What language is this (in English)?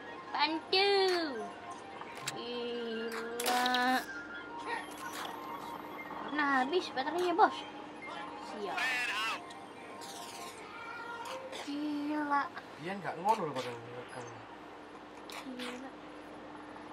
Indonesian